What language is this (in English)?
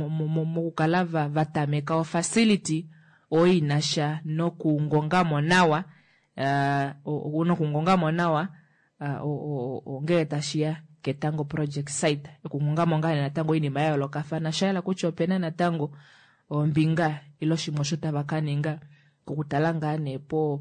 Kuanyama